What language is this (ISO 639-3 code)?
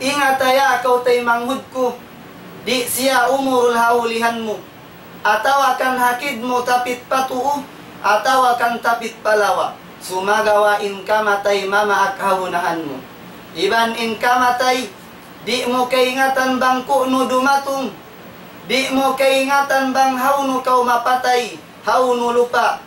tsg